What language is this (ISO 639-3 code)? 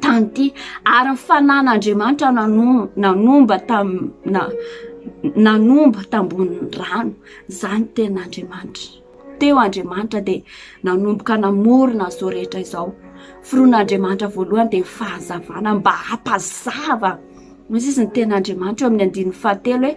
mlg